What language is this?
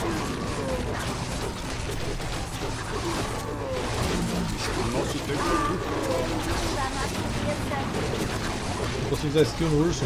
Portuguese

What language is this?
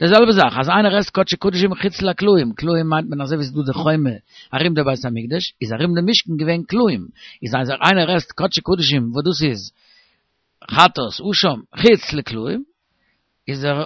Yiddish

